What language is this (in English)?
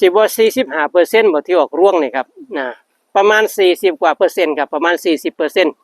Northeastern Thai